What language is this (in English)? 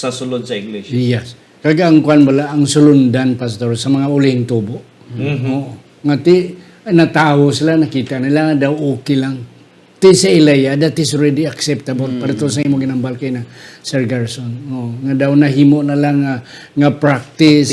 Hiligaynon